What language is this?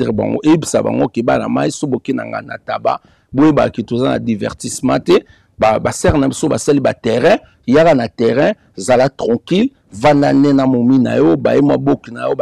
Lingala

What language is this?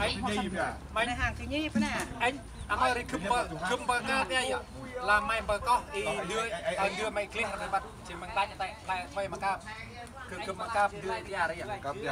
Central Mnong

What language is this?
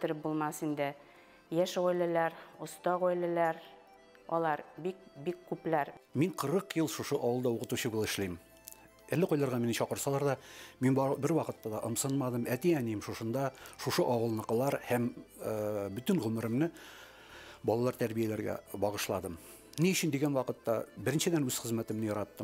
Bashkir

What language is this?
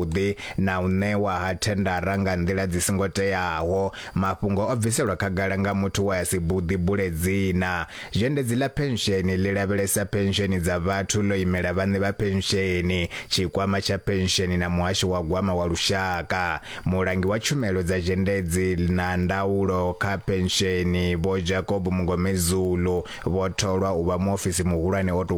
Venda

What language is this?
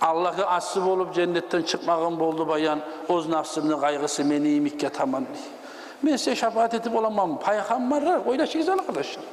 Kumyk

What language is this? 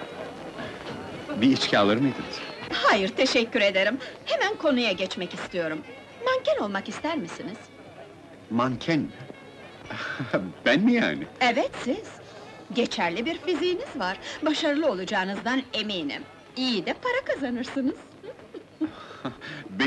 Turkish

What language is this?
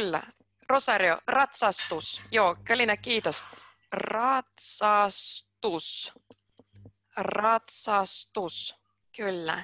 Finnish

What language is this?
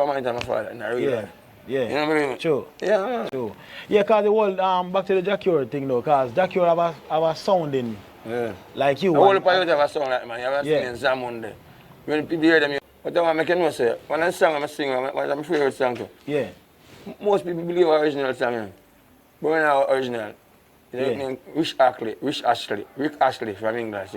Jamaican Creole English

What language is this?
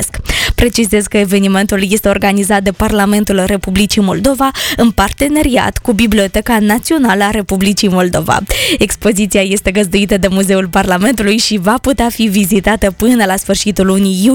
Romanian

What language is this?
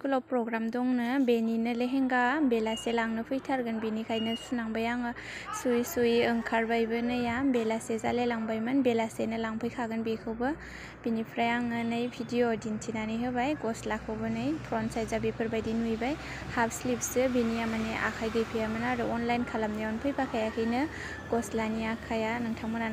Bodo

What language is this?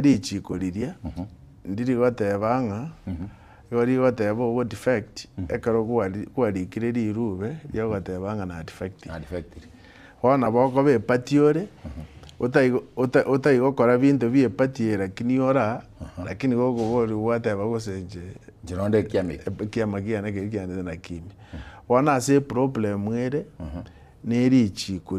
Gusii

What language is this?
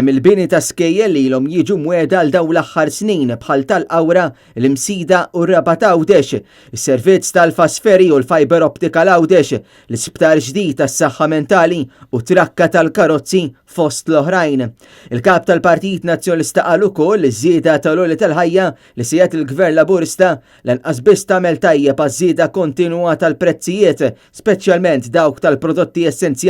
Maltese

